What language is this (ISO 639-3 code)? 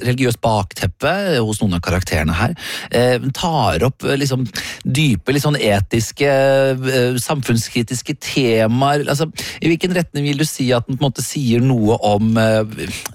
nor